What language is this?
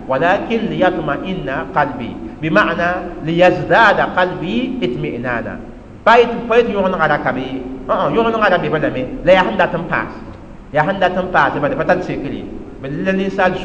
Mossi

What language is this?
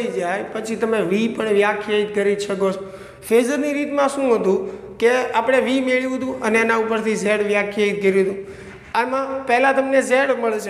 Gujarati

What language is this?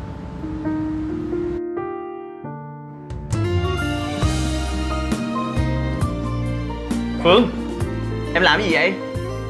Vietnamese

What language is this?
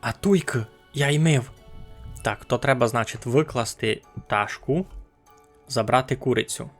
Rusyn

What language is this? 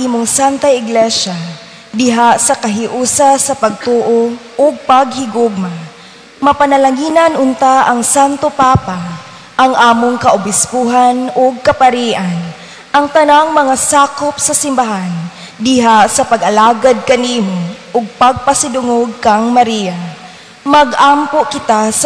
Cebuano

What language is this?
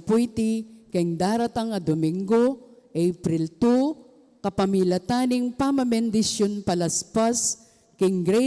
Pampanga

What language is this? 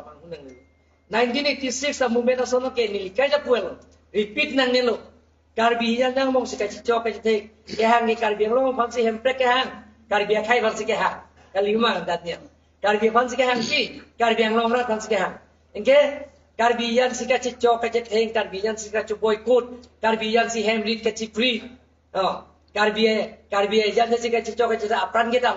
Karbi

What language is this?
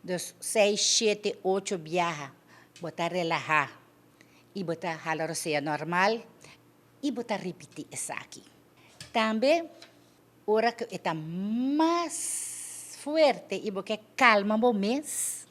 Papiamento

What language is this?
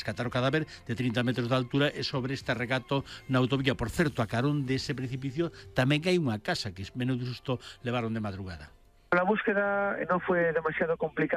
Galician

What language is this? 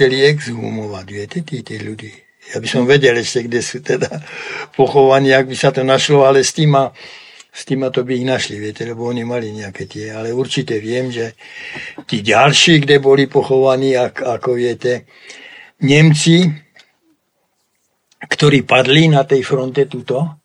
Slovak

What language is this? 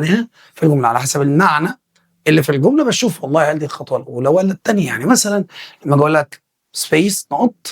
Egyptian Arabic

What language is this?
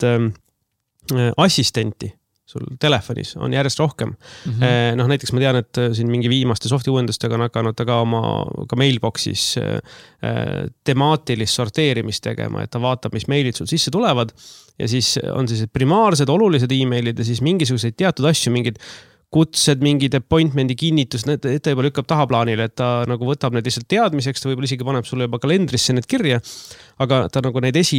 Estonian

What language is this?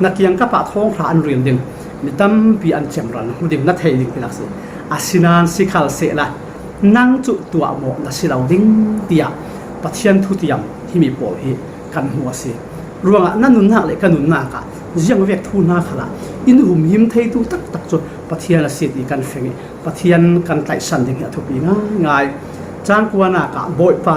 Falam Chin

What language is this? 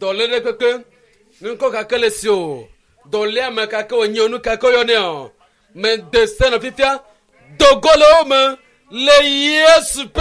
Ewe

